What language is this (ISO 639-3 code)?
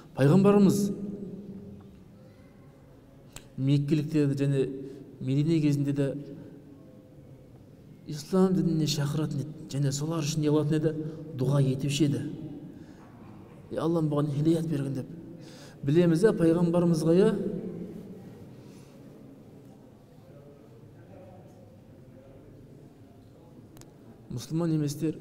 kaz